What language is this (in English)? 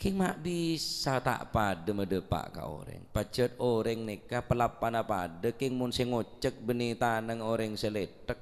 Madurese